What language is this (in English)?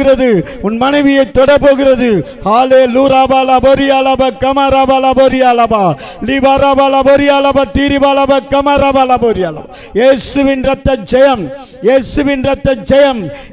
Tamil